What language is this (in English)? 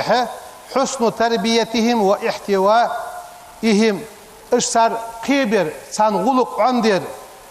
Ingush